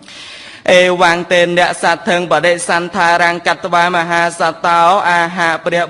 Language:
Khmer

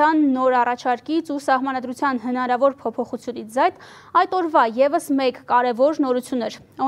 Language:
Armenian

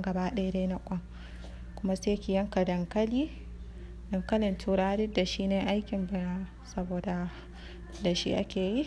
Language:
Hausa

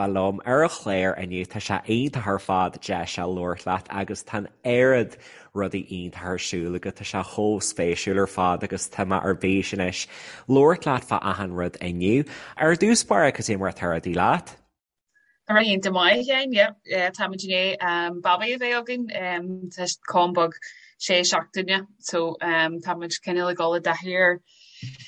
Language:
Irish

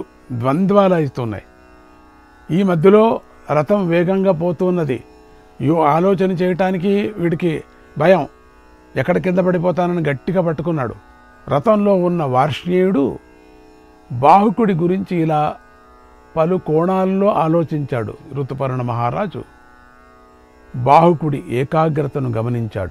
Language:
Telugu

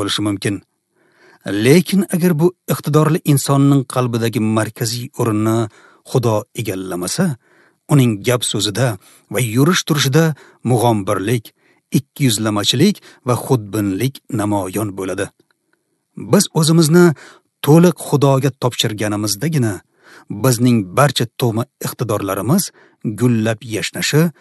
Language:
Uzbek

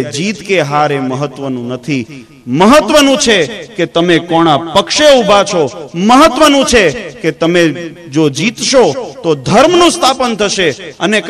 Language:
Gujarati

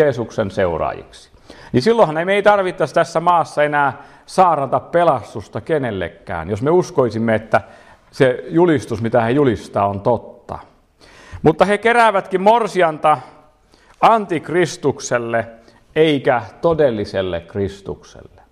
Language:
Finnish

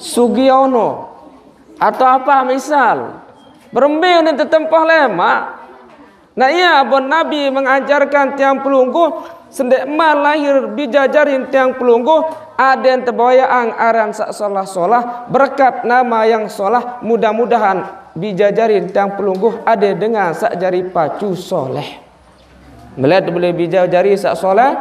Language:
Sasak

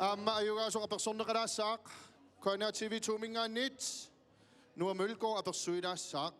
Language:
Kalaallisut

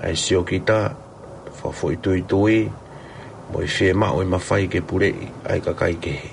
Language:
Tongan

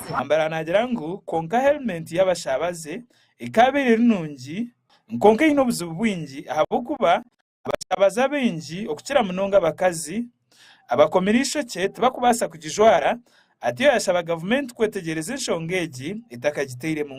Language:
Nyankole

